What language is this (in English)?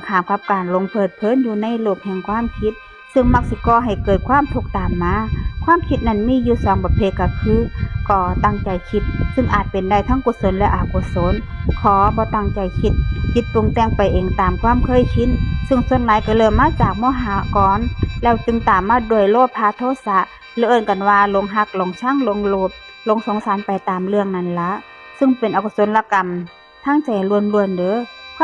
Northeastern Thai